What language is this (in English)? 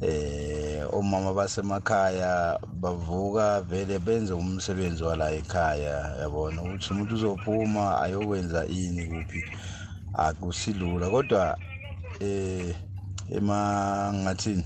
South Ndebele